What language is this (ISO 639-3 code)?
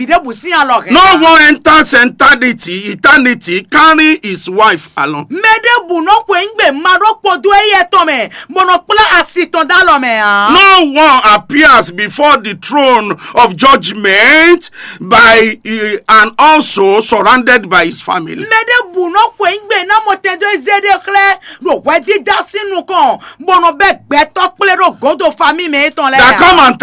fon